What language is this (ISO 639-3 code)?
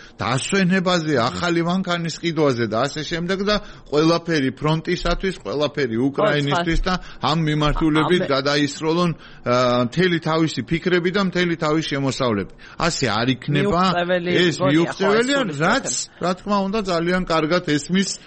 kat